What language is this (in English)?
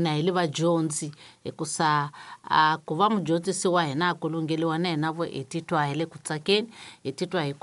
Tsonga